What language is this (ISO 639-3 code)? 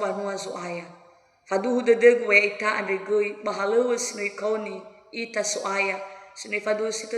nia